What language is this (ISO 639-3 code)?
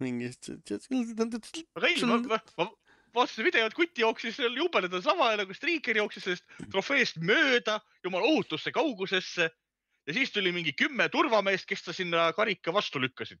est